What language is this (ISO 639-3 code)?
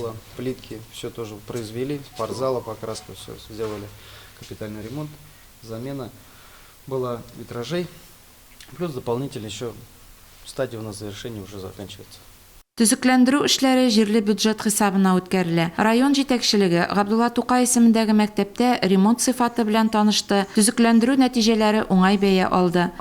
tat